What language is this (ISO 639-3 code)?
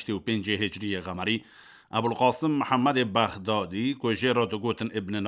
kur